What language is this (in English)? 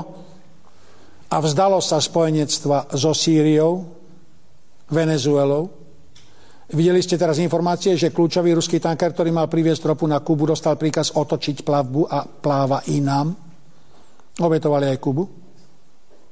Slovak